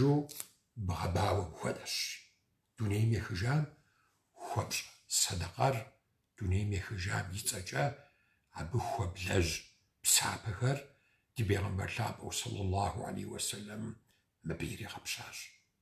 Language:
Kabardian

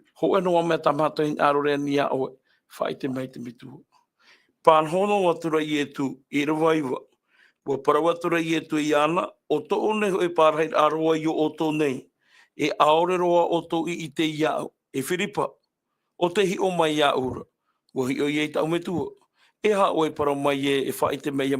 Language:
Tahitian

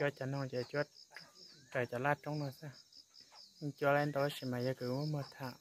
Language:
Hmong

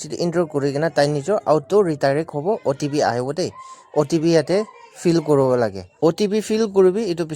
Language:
Naga Pidgin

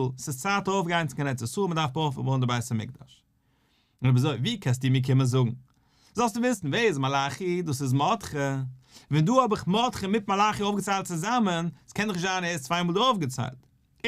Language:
Yiddish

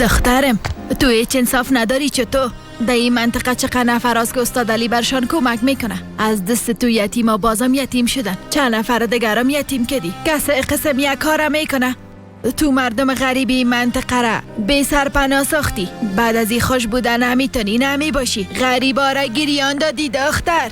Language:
Persian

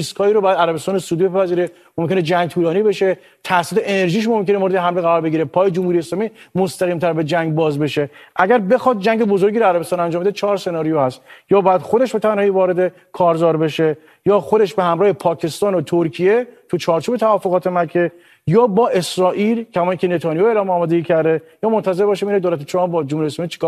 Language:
Persian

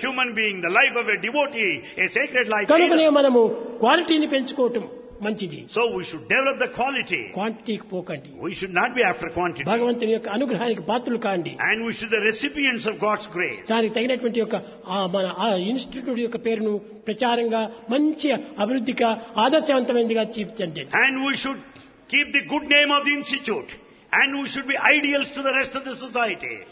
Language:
Telugu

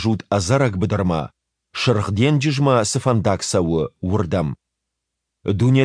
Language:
Ossetic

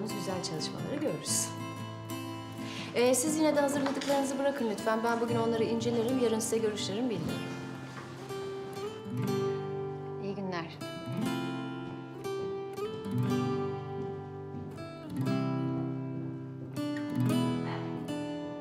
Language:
Turkish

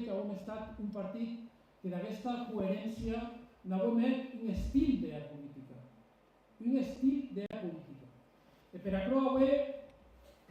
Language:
Occitan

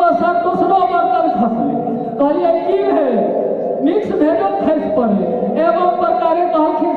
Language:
Maithili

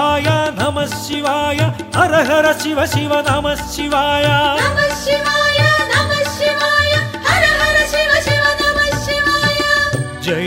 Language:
Telugu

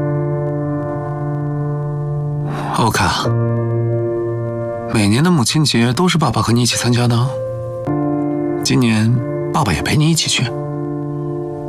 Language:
Chinese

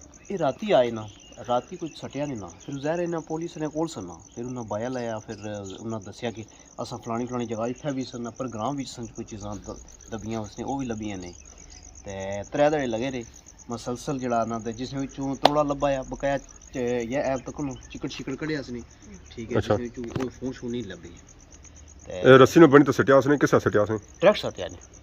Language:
Pahari-Potwari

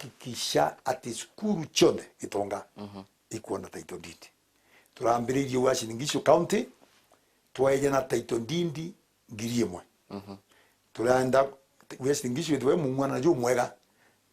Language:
Meru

